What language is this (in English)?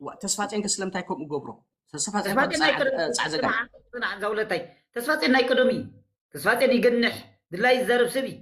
Tigrinya